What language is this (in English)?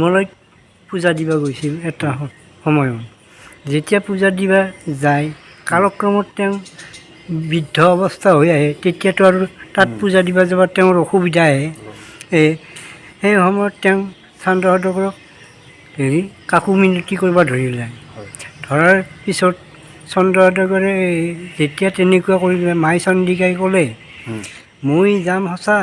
Assamese